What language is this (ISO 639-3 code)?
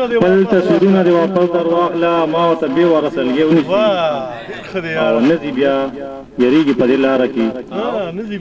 pus